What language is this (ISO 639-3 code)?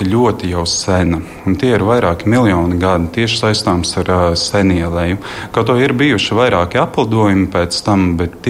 lav